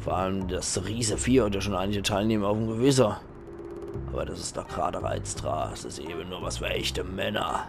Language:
Palatine German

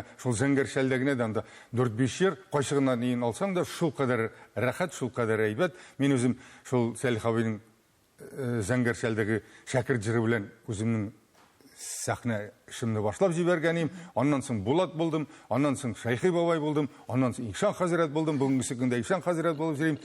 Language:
Tatar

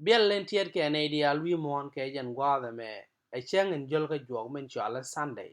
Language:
Nuer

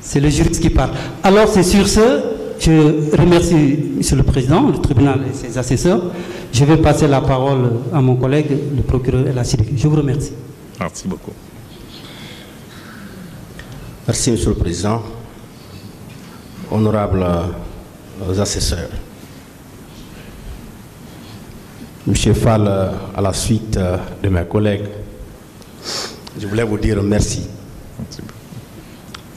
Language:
French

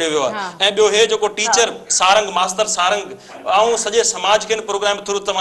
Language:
Sindhi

